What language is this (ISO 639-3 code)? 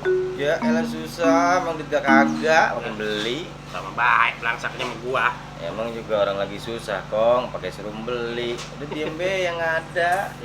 bew